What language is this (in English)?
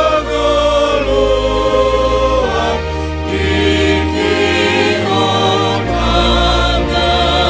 Batak Simalungun